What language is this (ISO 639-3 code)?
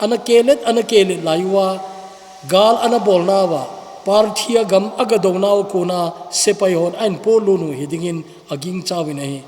tcz